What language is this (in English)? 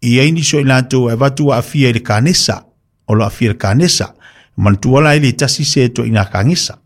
Samoan